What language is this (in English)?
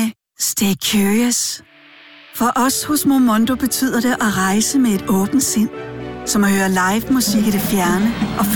Danish